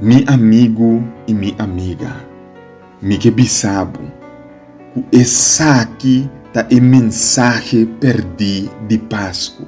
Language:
Papiamento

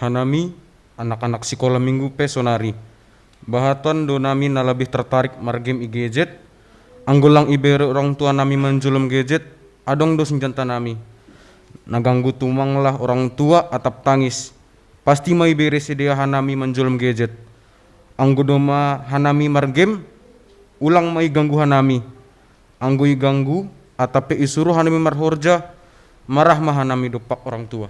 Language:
Batak Simalungun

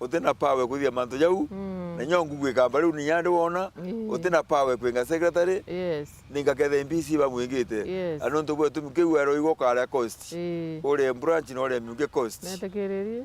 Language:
Meru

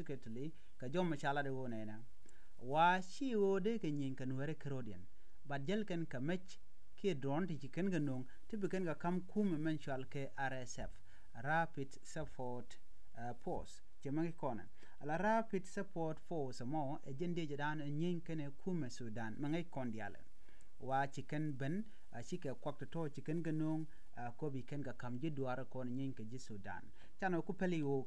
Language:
Nuer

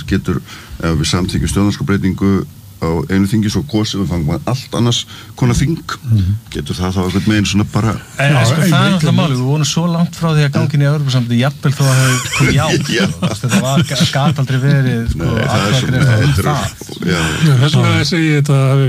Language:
Icelandic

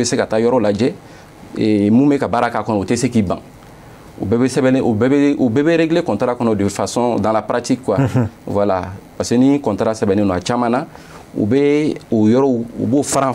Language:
Bambara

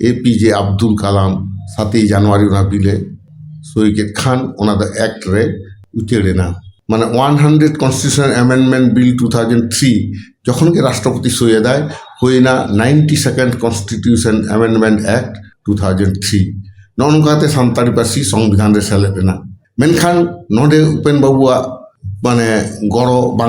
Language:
Santali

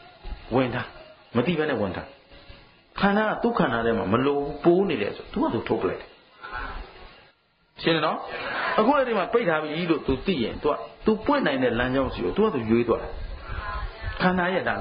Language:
Burmese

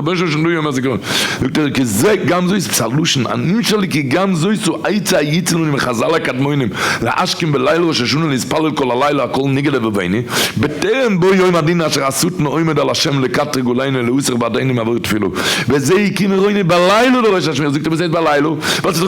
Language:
Yiddish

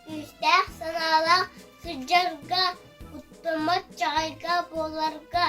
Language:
Yakut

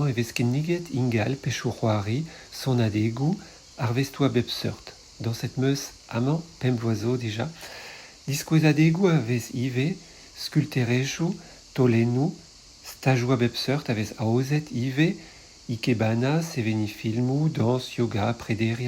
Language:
Breton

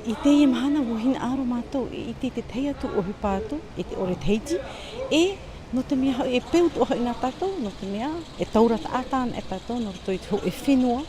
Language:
Tahitian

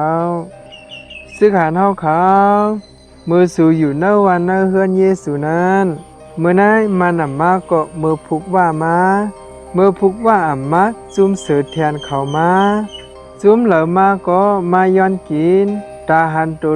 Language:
Shan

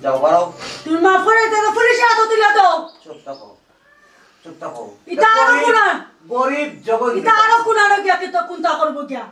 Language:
Sylheti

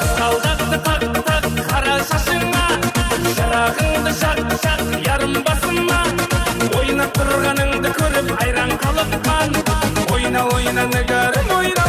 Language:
Kara-Kalpak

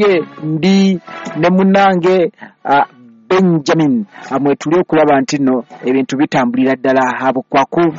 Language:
Ganda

